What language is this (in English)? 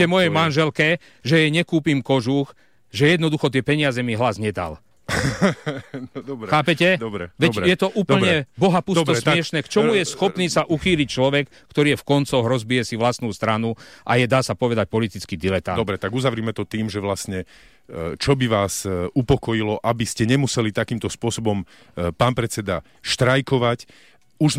Slovak